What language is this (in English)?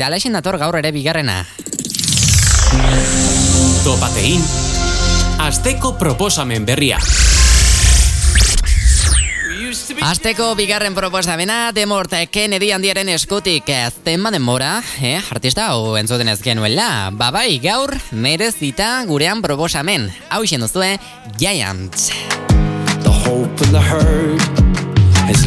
Basque